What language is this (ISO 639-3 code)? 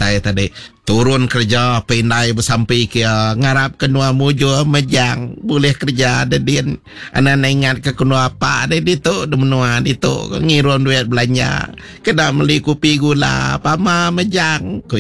iba